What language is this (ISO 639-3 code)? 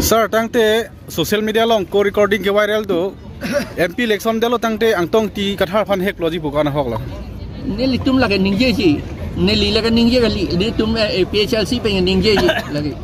mjw